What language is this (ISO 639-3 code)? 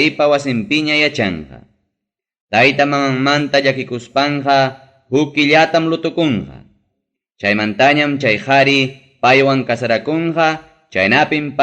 quy